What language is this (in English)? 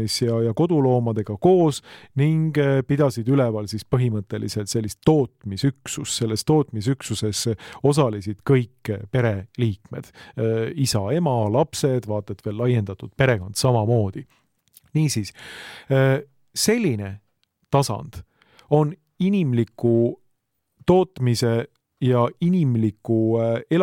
Estonian